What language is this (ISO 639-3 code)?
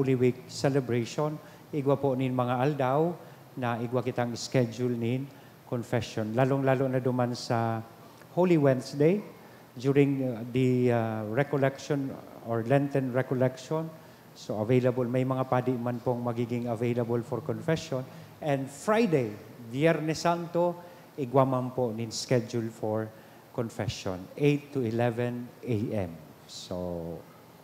bik